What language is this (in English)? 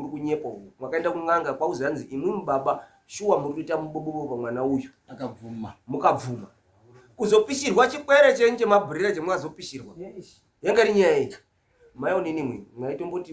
Shona